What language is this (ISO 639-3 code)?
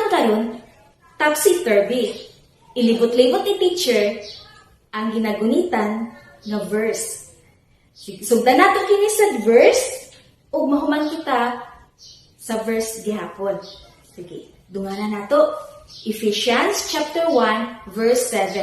ceb